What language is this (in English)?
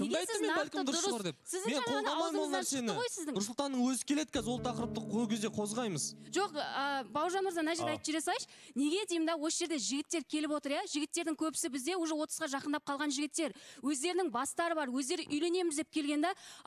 Kazakh